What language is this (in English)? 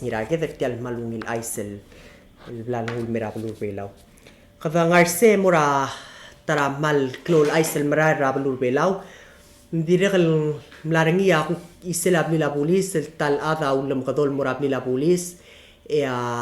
Palauan